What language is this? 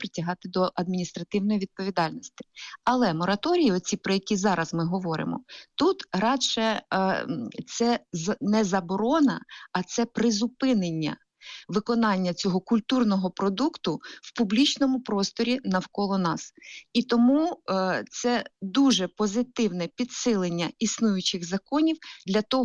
Ukrainian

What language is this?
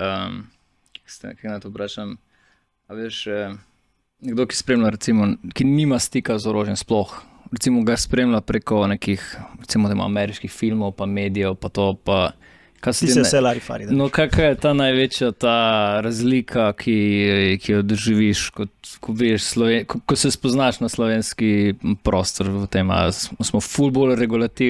Slovenian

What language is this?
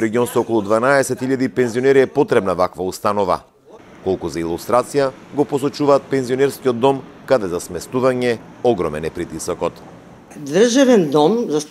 Macedonian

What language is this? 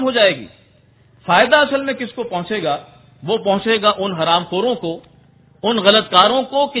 Urdu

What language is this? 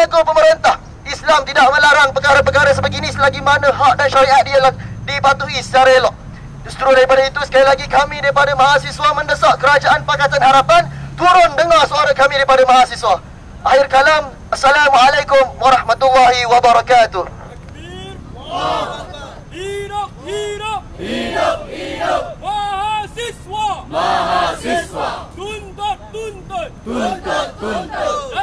Malay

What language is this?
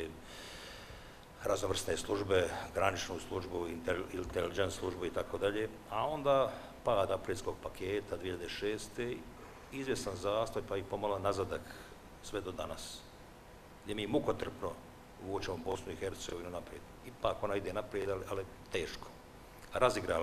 Bosnian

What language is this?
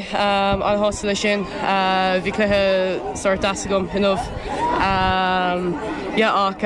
Irish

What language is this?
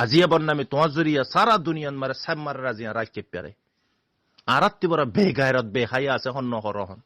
Rohingya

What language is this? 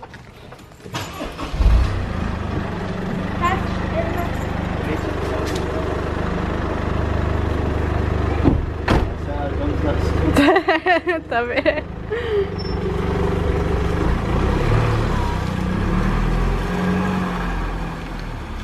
Turkish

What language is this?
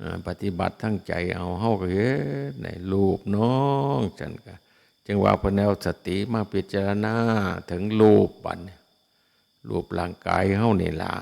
Northeastern Thai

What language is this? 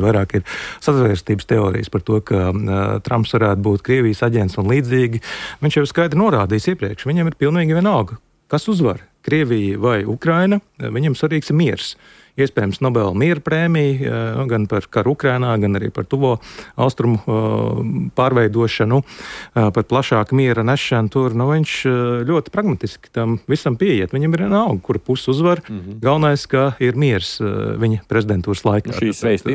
Latvian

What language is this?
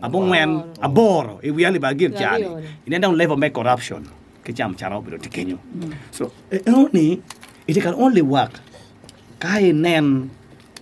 Acoli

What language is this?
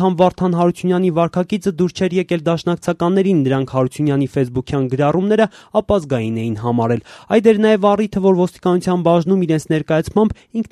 Armenian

